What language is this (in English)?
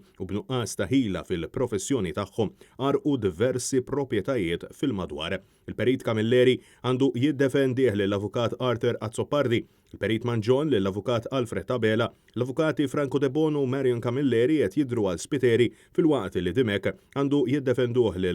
Maltese